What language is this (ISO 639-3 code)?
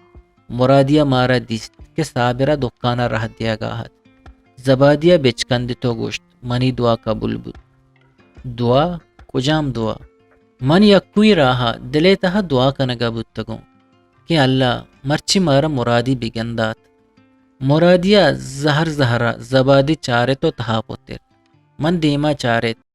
bgp